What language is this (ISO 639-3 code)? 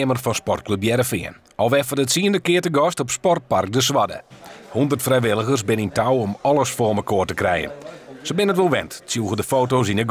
fry